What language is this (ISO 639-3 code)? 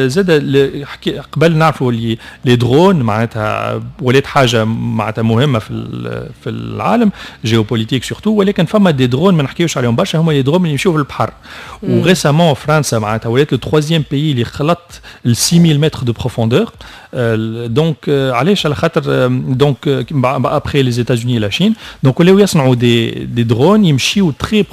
aeb